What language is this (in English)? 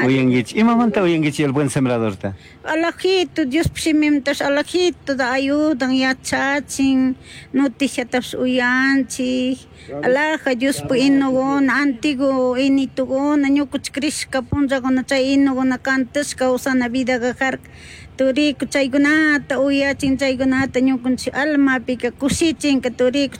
Chimborazo Highland Quichua